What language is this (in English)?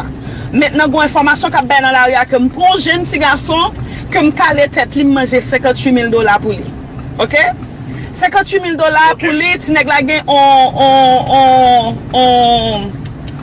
Haitian Creole